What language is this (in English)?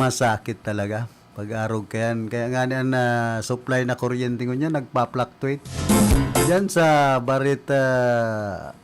Bikol